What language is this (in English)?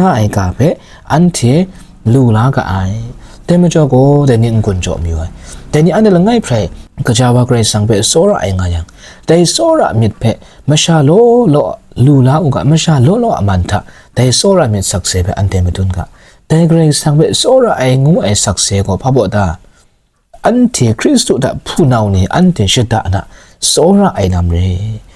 Kachin